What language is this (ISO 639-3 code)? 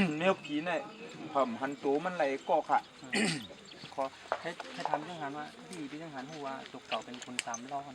shn